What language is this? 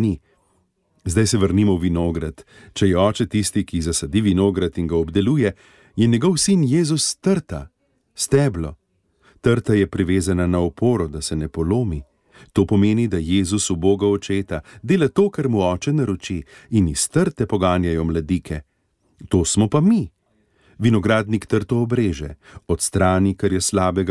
Slovenian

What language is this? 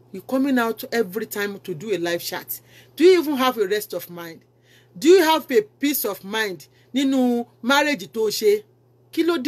Yoruba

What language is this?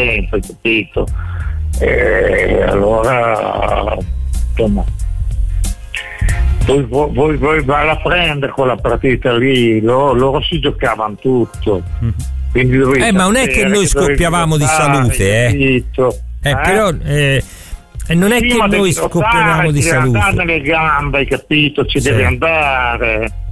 Italian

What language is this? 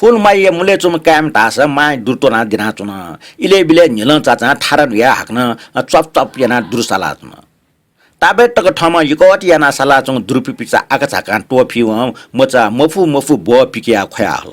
Newari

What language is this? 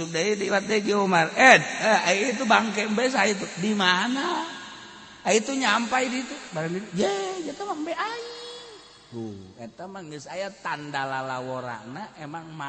Sundanese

